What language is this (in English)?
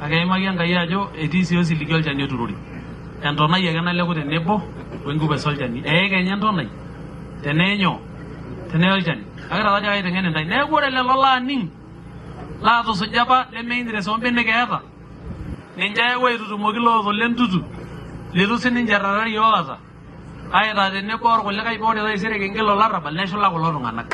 Masai